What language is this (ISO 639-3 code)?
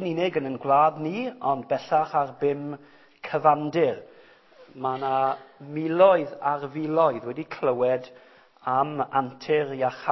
cym